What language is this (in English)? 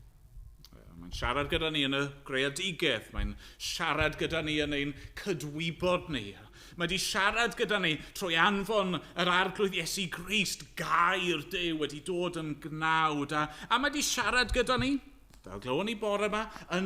Welsh